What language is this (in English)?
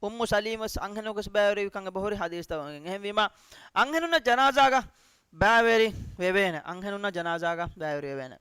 Divehi